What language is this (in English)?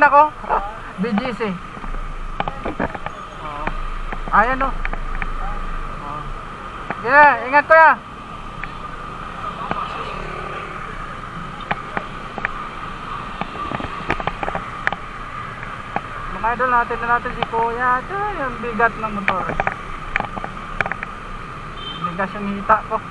Filipino